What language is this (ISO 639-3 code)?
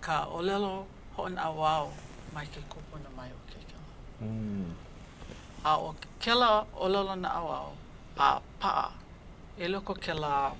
haw